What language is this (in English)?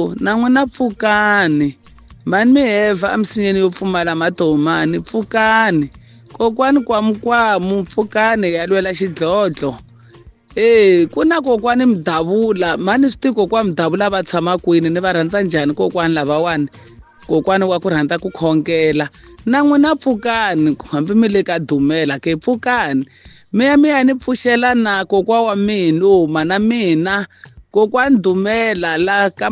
Tsonga